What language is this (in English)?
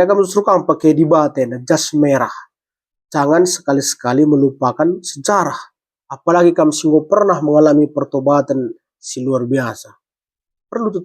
Batak Karo